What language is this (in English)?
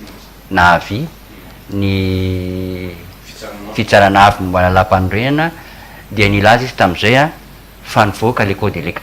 Malagasy